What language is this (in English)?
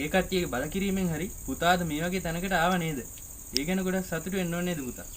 Sinhala